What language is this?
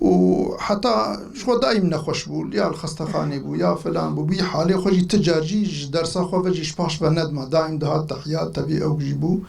Kurdish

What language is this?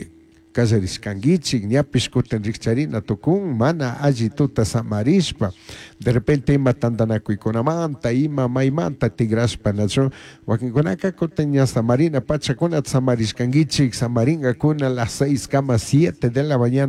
Chimborazo Highland Quichua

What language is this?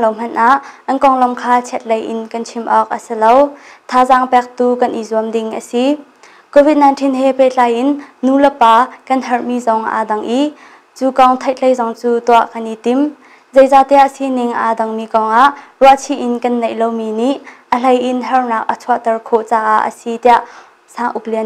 Hakha Chin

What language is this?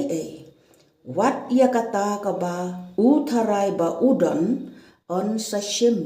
Khasi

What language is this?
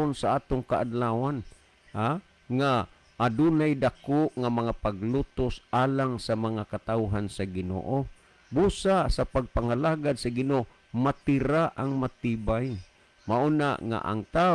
Cebuano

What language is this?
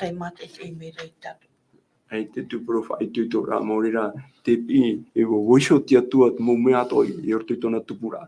Tahitian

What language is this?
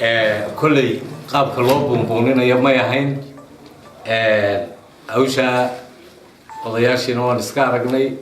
Somali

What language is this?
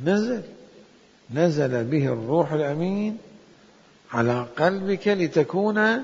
Mesopotamian Arabic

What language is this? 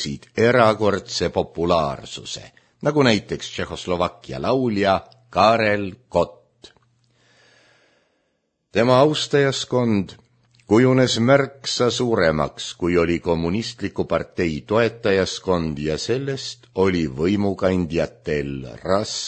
Estonian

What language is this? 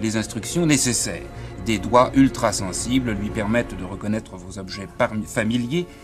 French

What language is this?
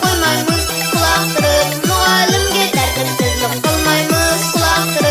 Kara-Kalpak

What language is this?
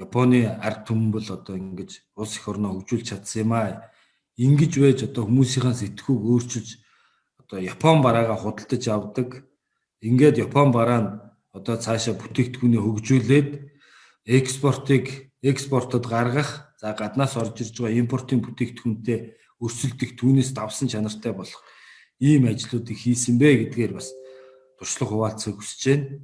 Mongolian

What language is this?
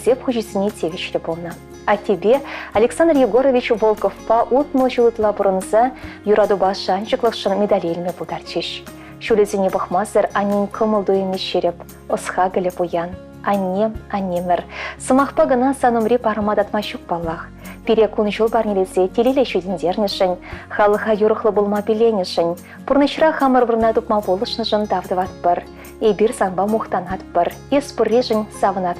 Chuvash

